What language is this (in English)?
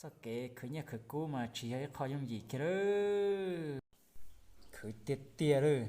Hmong